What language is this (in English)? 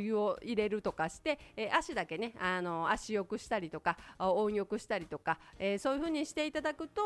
Japanese